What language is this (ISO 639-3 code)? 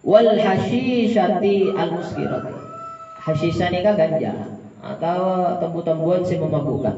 mad